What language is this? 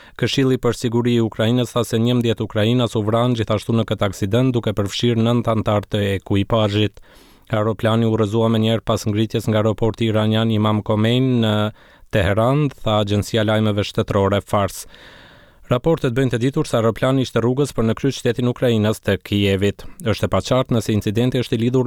Albanian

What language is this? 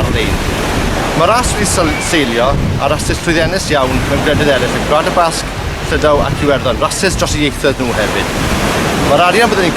Welsh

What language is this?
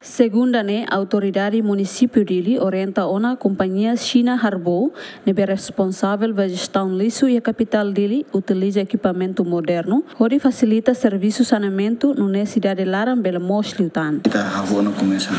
Tetum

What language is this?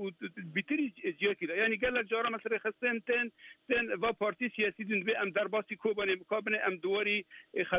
Central Kurdish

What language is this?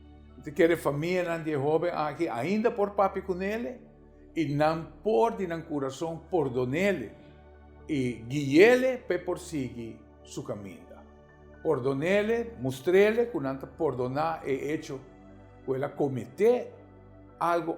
Papiamento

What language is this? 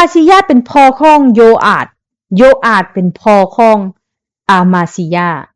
Lao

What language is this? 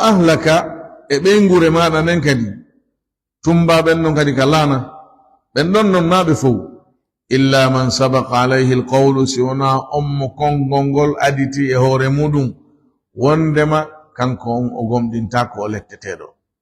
Fula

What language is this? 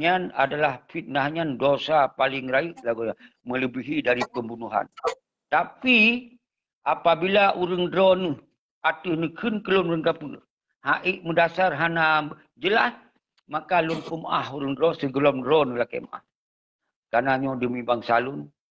Achinese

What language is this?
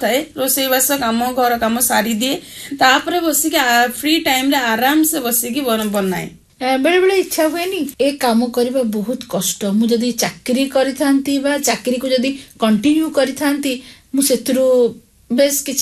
Odia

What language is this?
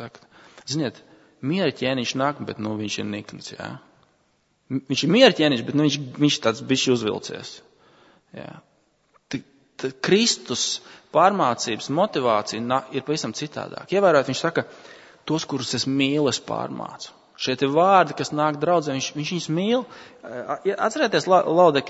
Latvian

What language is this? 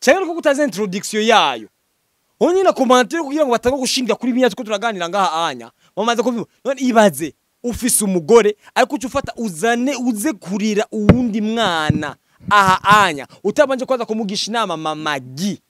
Rundi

